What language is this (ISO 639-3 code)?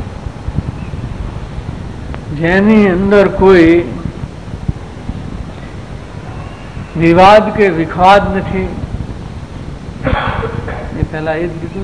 guj